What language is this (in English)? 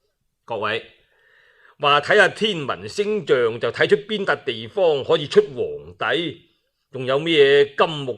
Cantonese